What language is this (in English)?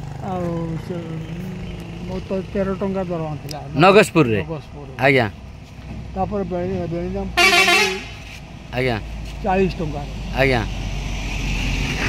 Odia